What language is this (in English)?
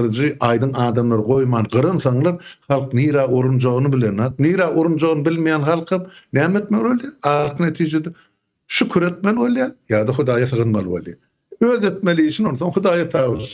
Turkmen